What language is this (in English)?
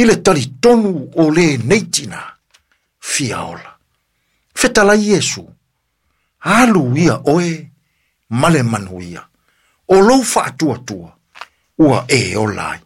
Samoan